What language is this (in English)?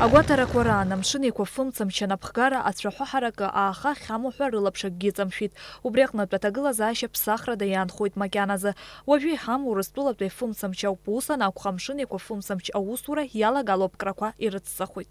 Abkhazian